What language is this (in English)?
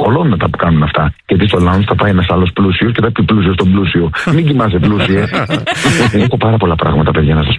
Greek